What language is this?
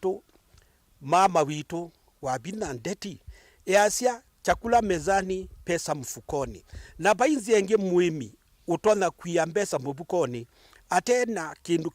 Kamba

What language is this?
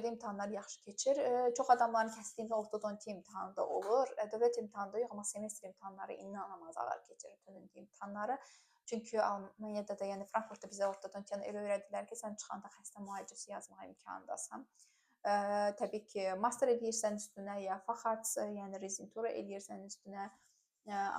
Azerbaijani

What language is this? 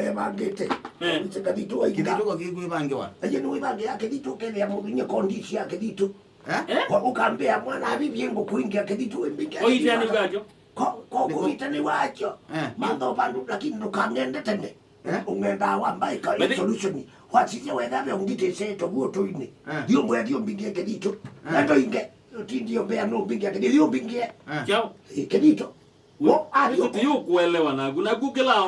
Kamba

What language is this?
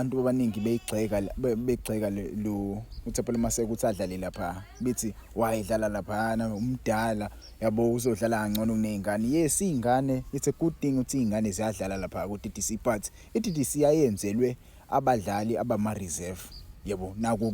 Zulu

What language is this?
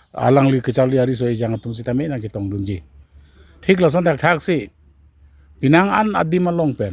Karbi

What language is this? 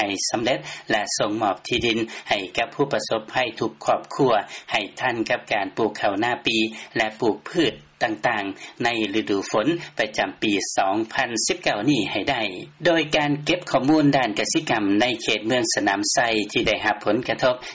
Lao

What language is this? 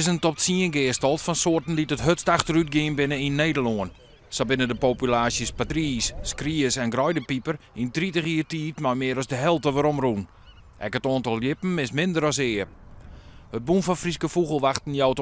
Western Frisian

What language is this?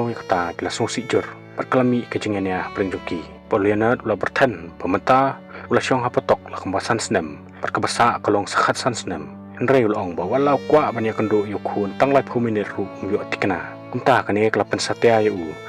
Khasi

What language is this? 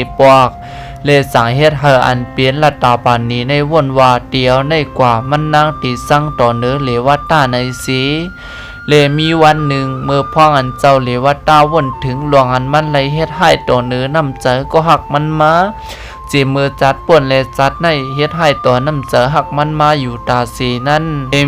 Shan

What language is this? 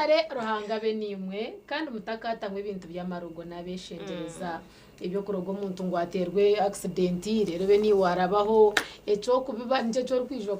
Nyankole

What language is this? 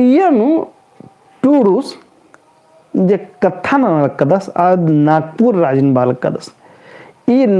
Kurukh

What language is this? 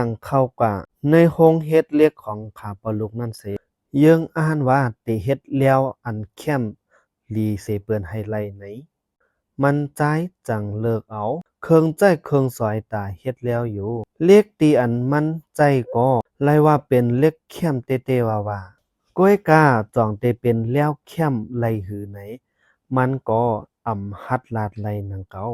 Shan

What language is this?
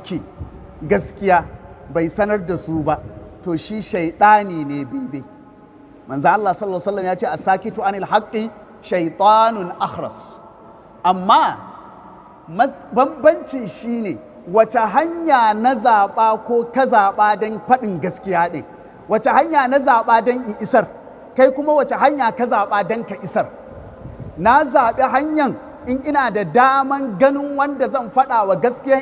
Hausa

